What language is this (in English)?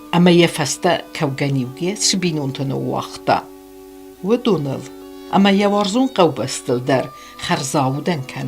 Ossetic